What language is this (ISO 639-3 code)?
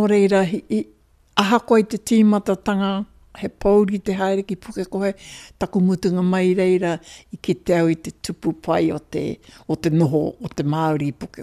mri